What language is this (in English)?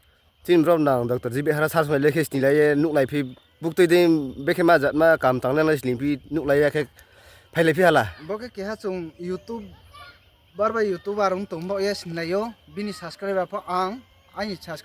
Riang (India)